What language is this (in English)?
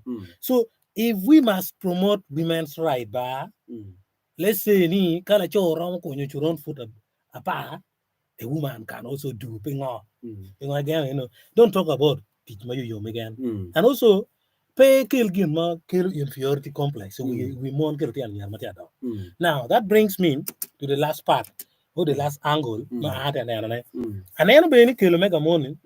Acoli